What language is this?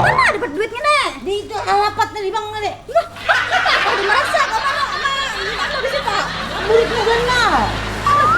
Banjar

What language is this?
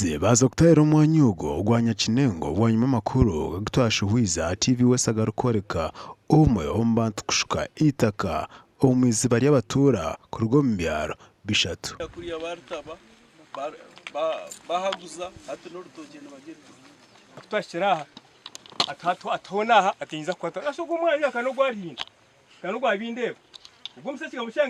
Nyankole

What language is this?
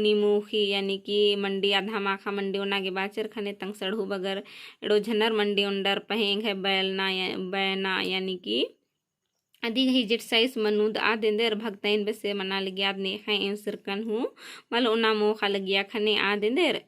Kurukh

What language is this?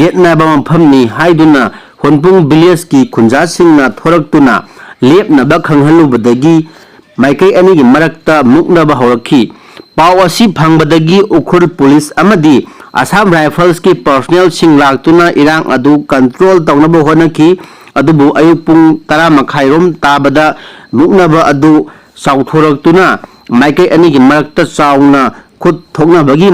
Manipuri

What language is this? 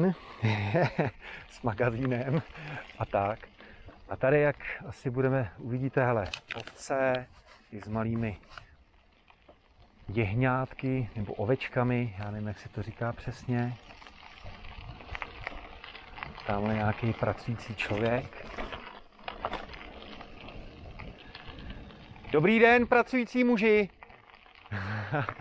Czech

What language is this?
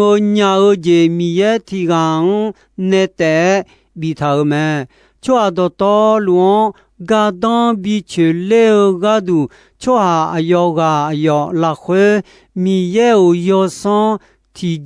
Akha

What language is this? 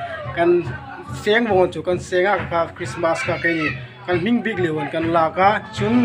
Hmar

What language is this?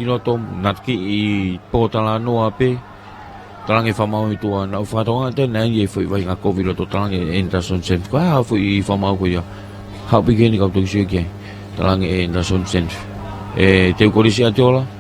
Tongan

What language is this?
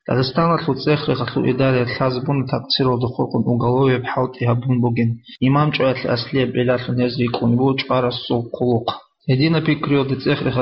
Avaric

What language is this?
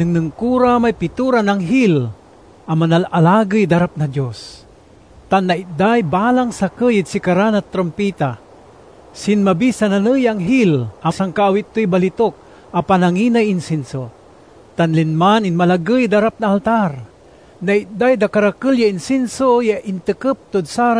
Pangasinan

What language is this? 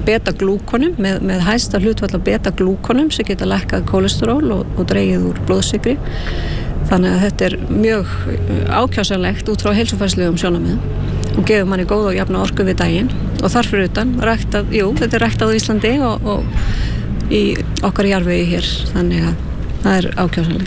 Icelandic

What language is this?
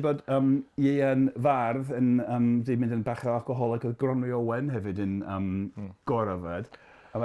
Welsh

